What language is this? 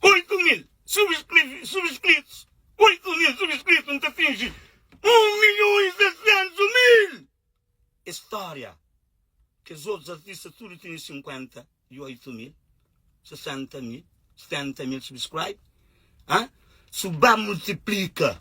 Kabuverdianu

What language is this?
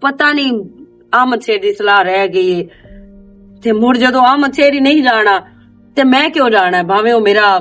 Western Panjabi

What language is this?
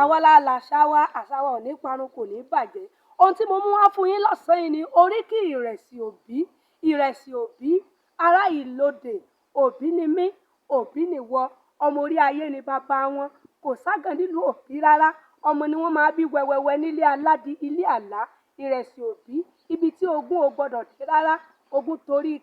Yoruba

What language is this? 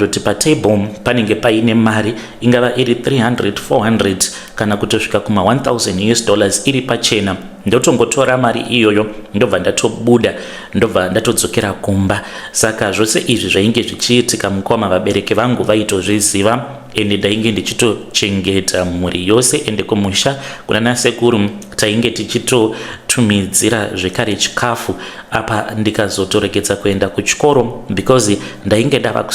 Shona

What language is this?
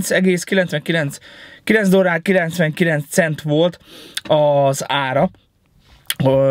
Hungarian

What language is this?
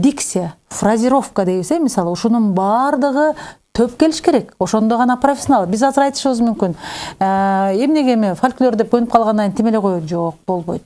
Kyrgyz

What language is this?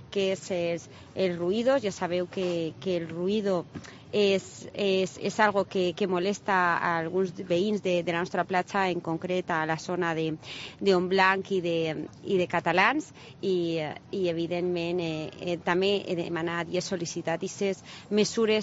Catalan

